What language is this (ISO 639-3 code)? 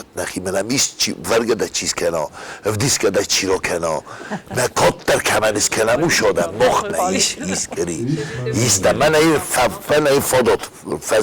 oss